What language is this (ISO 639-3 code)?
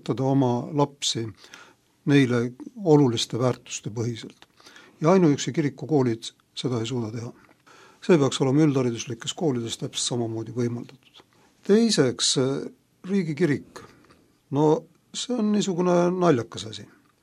est